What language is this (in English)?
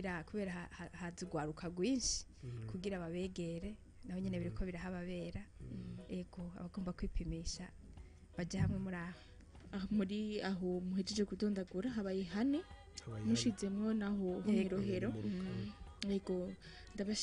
Rundi